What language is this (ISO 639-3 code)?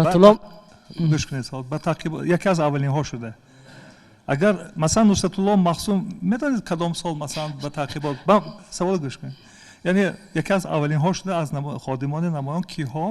tgk